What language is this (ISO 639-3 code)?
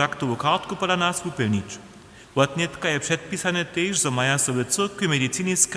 hsb